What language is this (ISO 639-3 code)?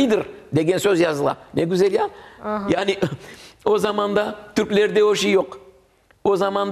crh